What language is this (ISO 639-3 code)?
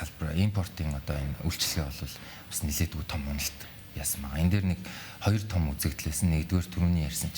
mon